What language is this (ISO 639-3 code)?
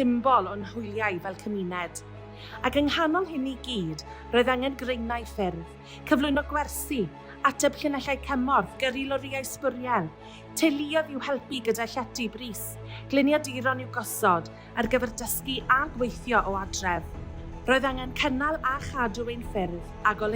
cym